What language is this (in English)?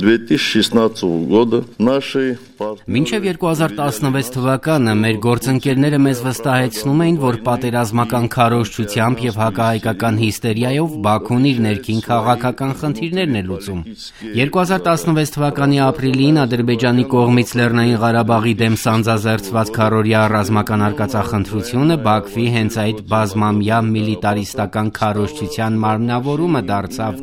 Armenian